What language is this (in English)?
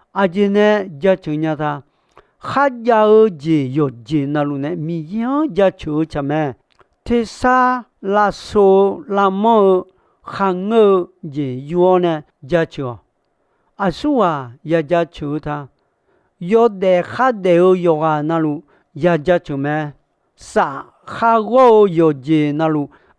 Akha